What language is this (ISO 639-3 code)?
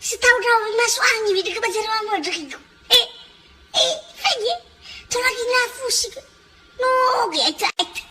nia